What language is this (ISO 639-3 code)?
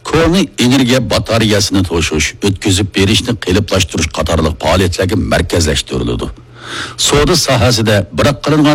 uig